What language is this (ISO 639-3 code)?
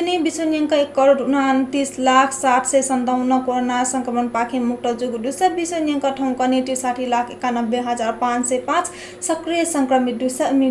new